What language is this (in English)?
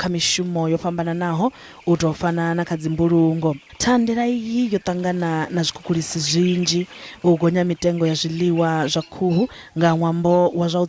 Venda